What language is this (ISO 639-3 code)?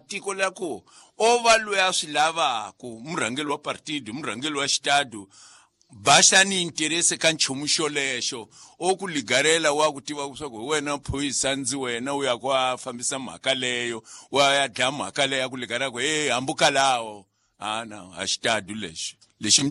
tso